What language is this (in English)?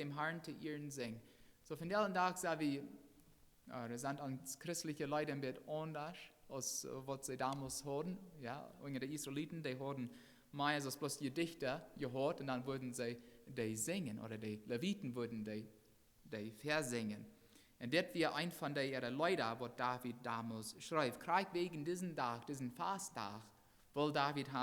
Plautdietsch